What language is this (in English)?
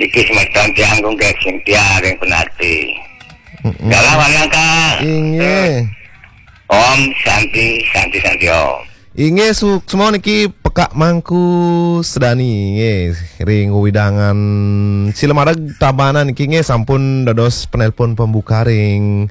Balinese